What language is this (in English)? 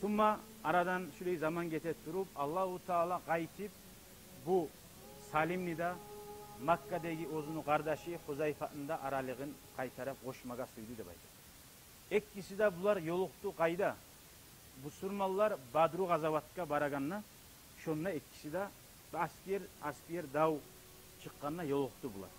Kumyk